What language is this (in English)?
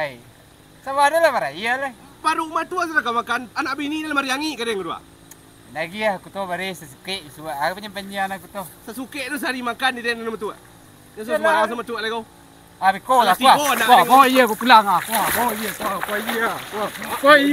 Minangkabau